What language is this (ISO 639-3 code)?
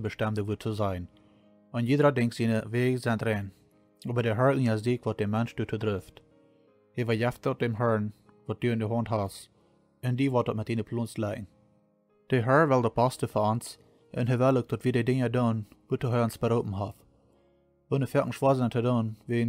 pdt